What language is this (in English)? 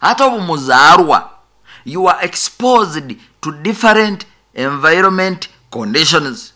Nyoro